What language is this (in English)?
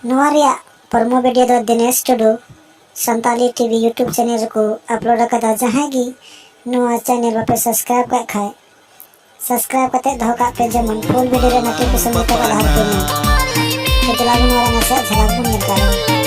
Santali